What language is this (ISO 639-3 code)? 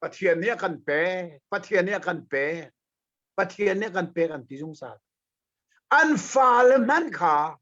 cnh